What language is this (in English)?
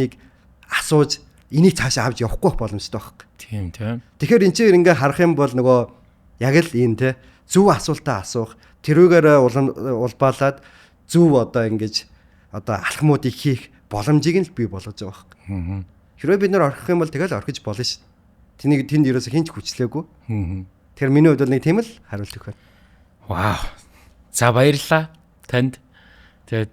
Mongolian